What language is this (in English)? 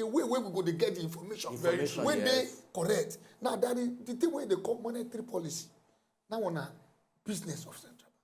Nigerian Pidgin